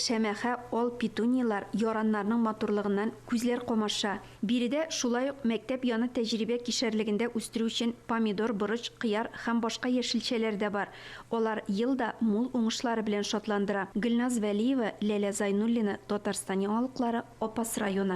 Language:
Tatar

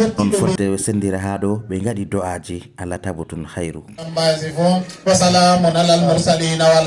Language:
Fula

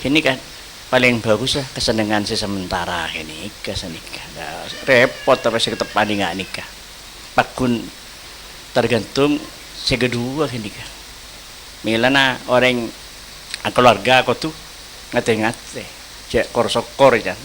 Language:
Madurese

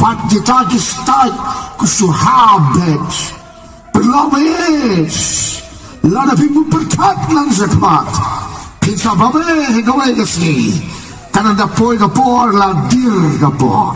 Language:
Khasi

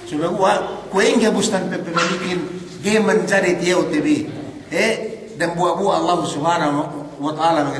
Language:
Yakan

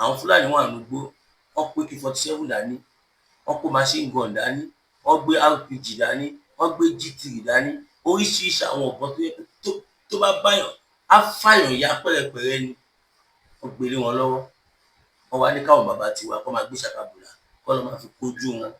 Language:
Yoruba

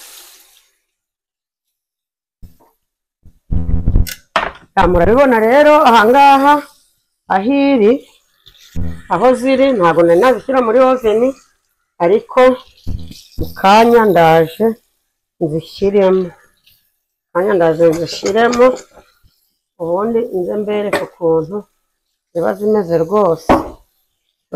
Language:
Kinyarwanda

